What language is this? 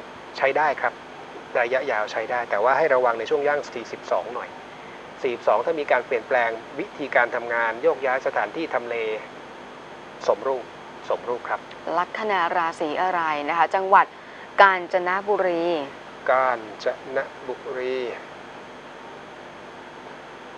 Thai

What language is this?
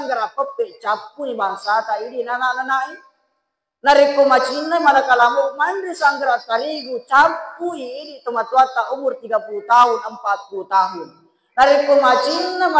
Buginese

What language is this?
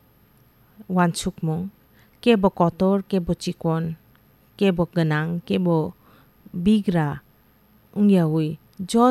Kok Borok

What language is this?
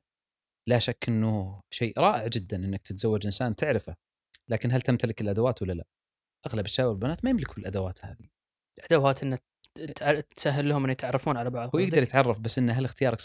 Gulf Arabic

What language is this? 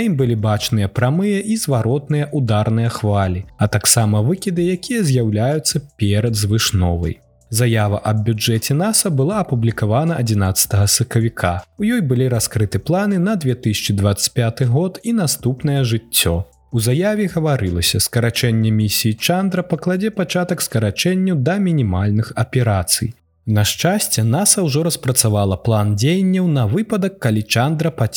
Belarusian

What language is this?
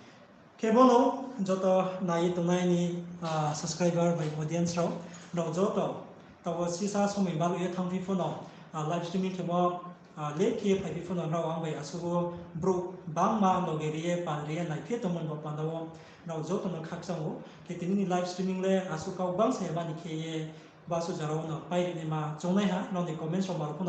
Riang (India)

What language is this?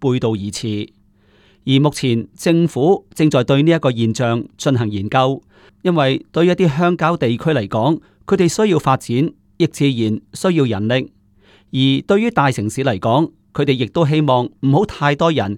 Cantonese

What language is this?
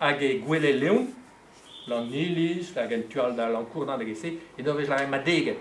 Breton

